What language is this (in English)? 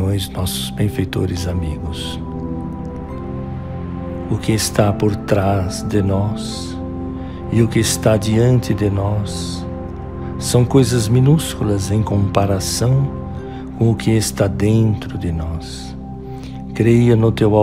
Portuguese